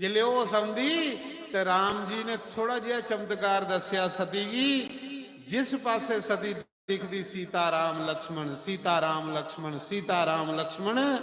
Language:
Dogri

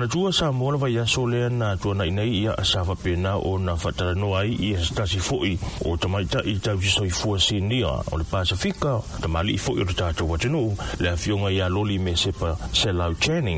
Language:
Samoan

